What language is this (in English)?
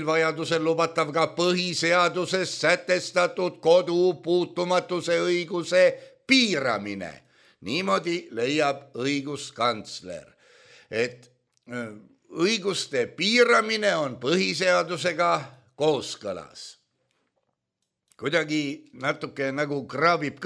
Estonian